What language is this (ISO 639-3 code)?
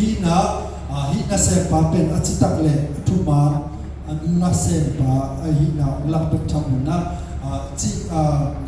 ctd